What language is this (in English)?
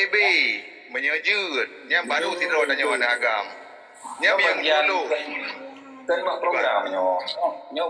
Achinese